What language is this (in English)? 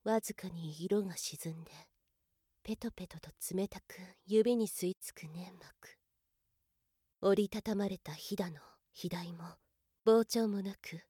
Japanese